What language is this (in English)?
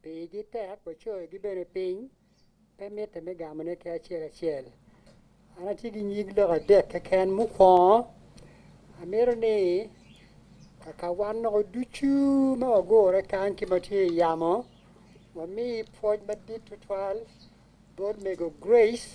Acoli